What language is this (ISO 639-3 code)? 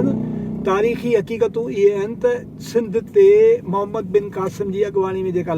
snd